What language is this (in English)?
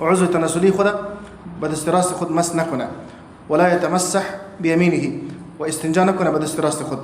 Persian